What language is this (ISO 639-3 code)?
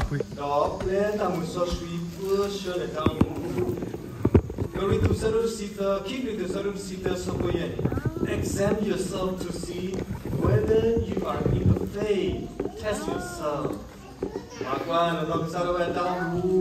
ksw